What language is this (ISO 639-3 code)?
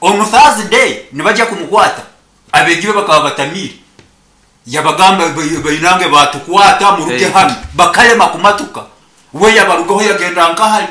nyn